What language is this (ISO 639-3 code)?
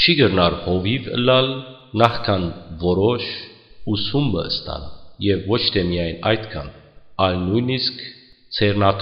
hyw